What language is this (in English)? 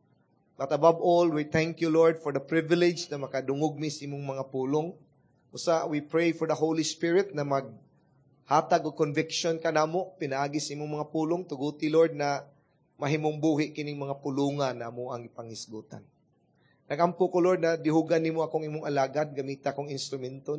Cebuano